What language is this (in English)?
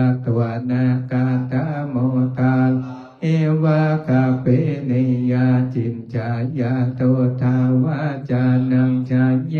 Pali